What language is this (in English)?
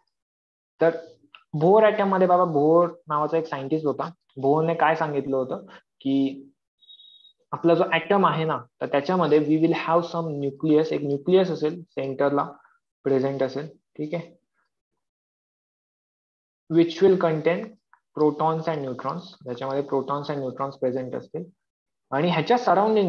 Marathi